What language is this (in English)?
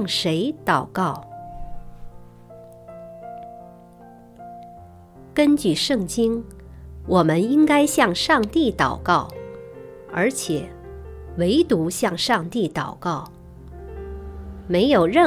Chinese